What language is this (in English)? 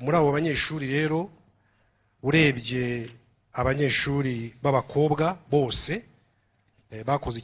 Kinyarwanda